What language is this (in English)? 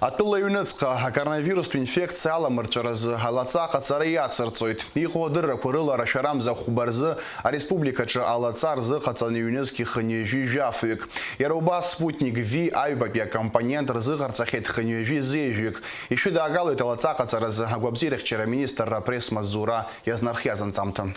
Abkhazian